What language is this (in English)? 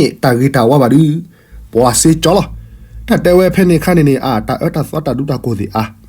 S'gaw Karen